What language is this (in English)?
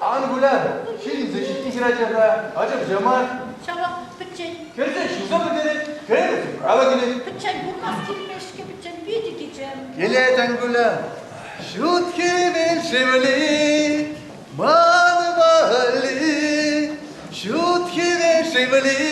Chuvash